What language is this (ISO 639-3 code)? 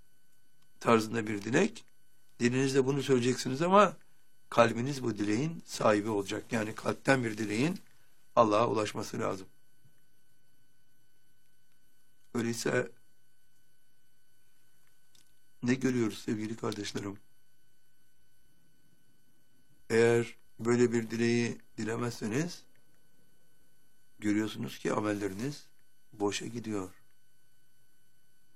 tur